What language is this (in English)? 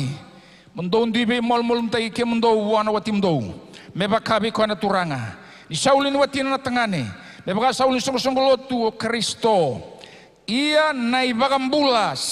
Fijian